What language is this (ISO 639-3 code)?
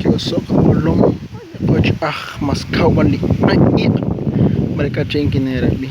kek